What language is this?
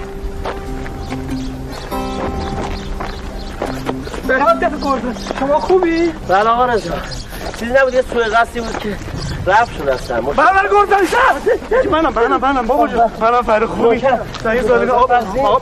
Persian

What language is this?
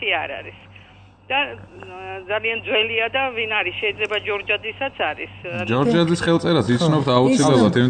Georgian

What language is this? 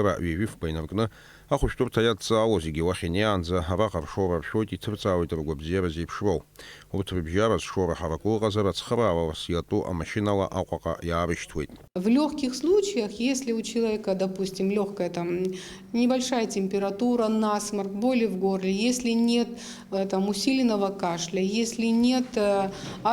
Abkhazian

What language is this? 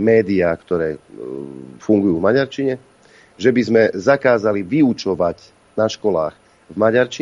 Slovak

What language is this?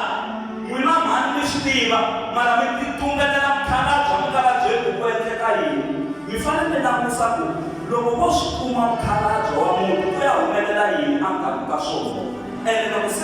Tsonga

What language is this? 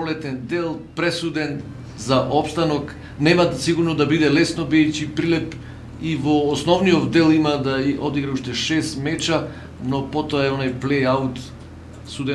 Macedonian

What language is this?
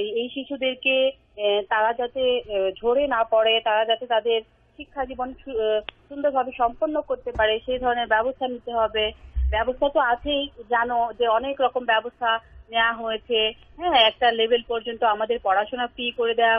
Bangla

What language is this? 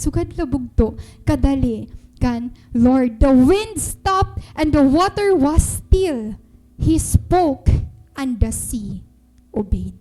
Waray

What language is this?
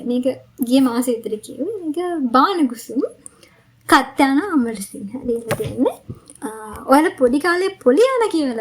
Sinhala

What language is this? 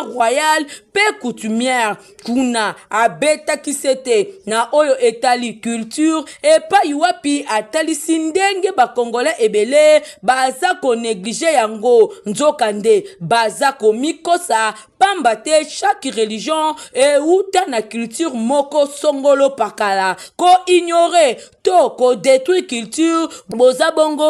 Lingala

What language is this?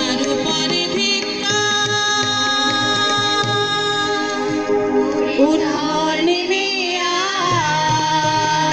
Bangla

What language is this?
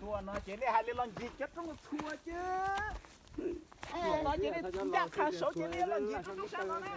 Hmong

